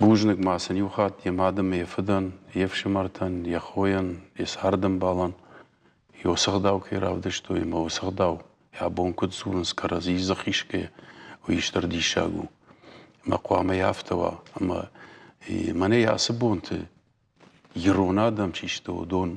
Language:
Ossetic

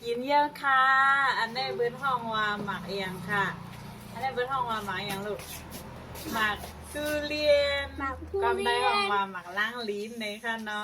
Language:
Shan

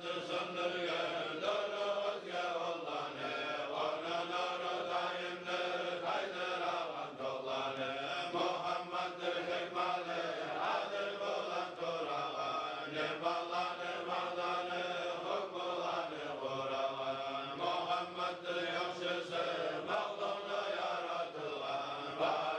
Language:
Kumyk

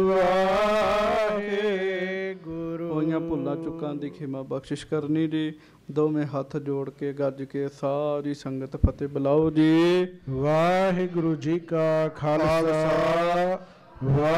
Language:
Punjabi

